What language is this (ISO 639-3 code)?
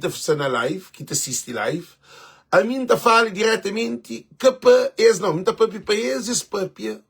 kea